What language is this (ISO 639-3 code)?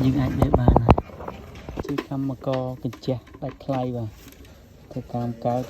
khm